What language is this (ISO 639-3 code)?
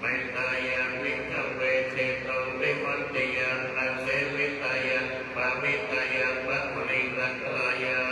pli